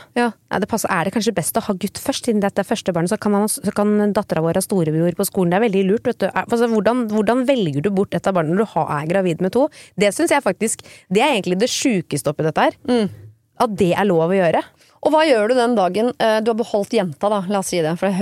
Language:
Norwegian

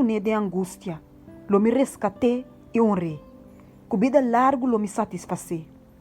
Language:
Papiamento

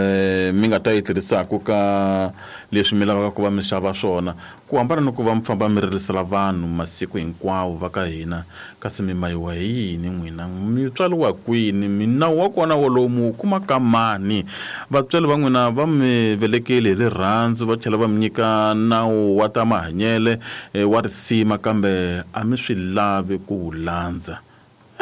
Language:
Tsonga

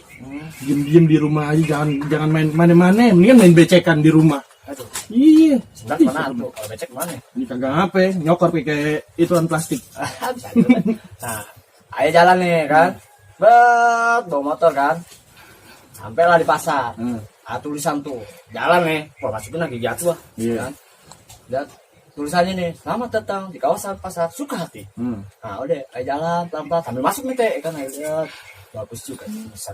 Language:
Betawi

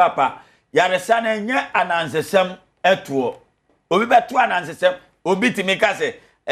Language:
Akan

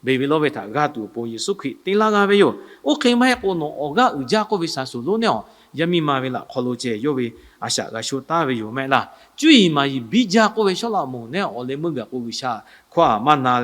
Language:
Lahu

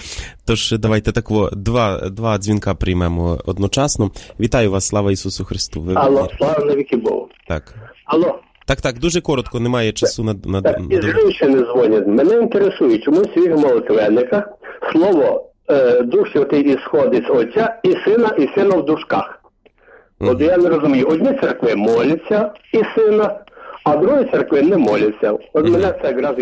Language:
Ukrainian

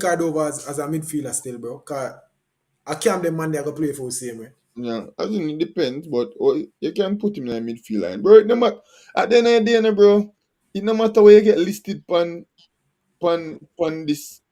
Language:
Jamaican Creole English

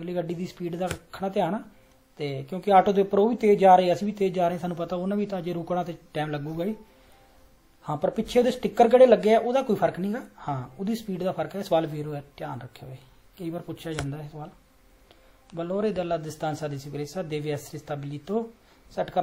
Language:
Punjabi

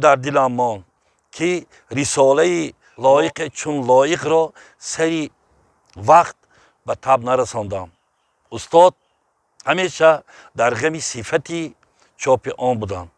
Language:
Tajik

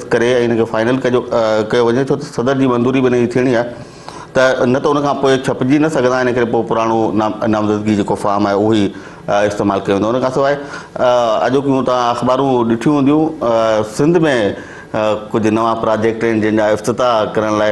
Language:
Sindhi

